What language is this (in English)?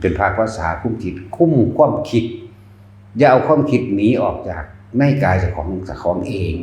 Northeastern Thai